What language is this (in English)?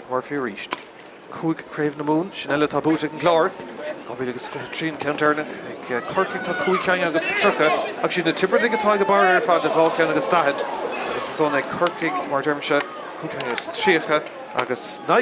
Irish